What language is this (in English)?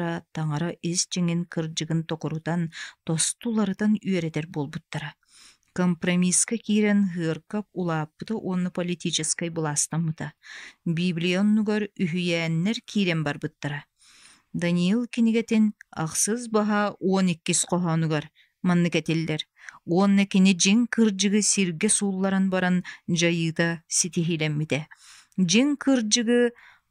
Yakut